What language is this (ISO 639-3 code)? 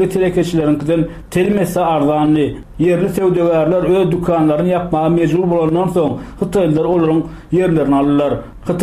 tuk